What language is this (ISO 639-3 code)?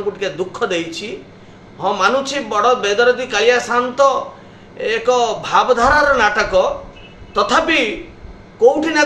ori